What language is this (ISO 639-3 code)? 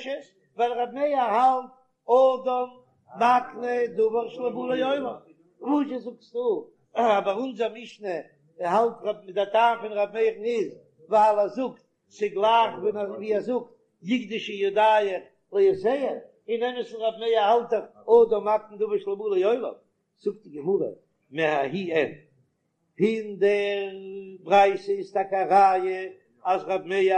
yid